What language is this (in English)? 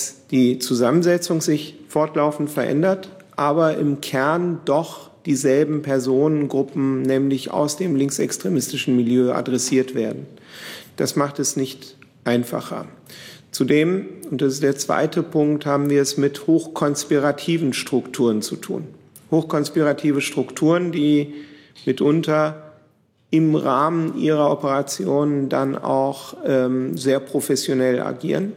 German